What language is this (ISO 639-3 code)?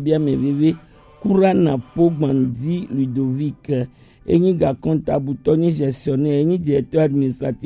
gej